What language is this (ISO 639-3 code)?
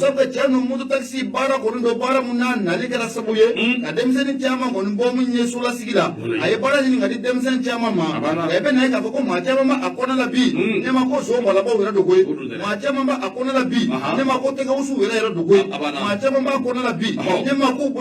bam